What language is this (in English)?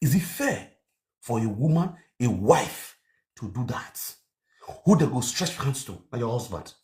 Nigerian Pidgin